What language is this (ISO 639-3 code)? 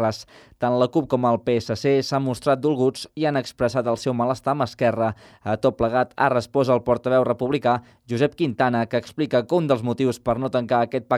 cat